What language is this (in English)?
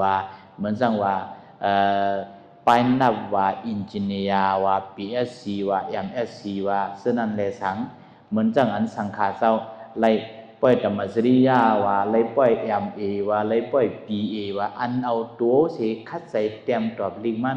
Shan